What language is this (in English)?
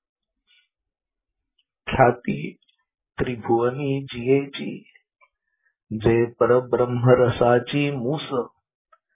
Marathi